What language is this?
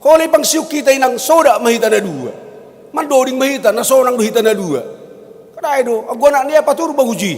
Batak Simalungun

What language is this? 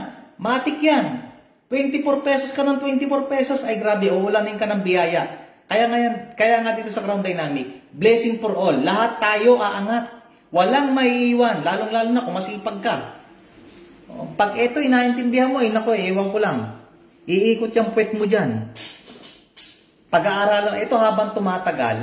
Filipino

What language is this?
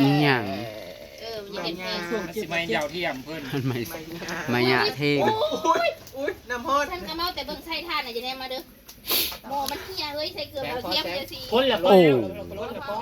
Northeastern Thai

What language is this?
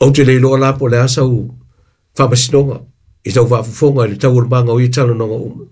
Samoan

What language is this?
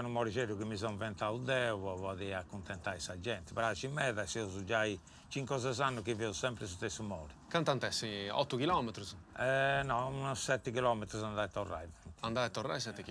Sardinian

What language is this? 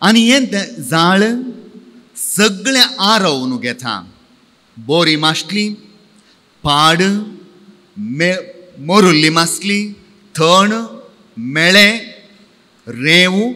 Konkani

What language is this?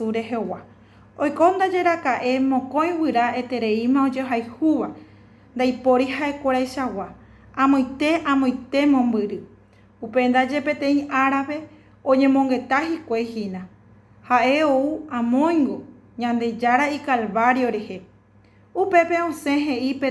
Guarani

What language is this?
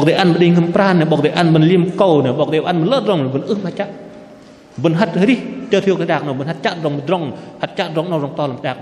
Bahnar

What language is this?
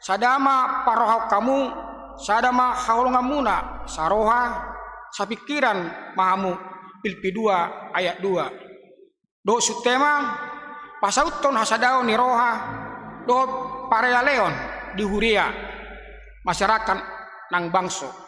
Batak Toba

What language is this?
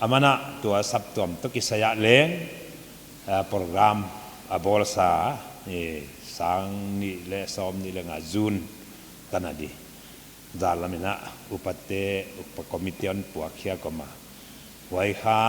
Paite Chin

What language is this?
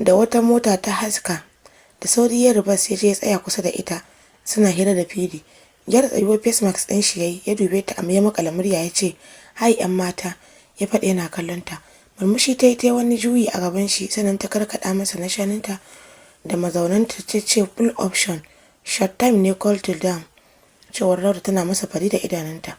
Hausa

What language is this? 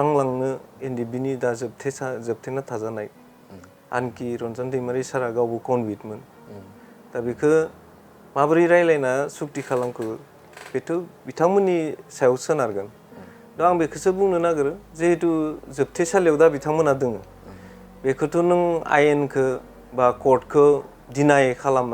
Bodo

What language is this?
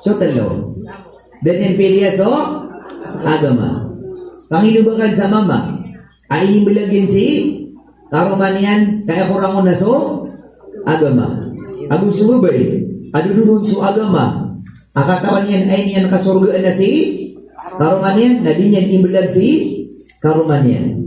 Maranao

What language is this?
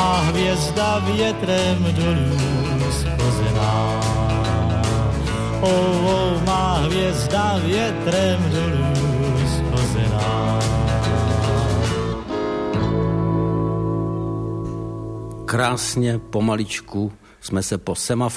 Czech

